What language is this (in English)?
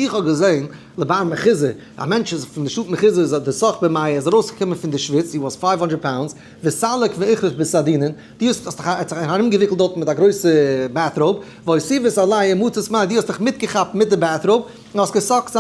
Yiddish